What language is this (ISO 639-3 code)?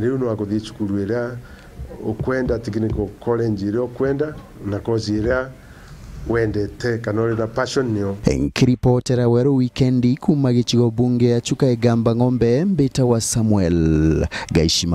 mer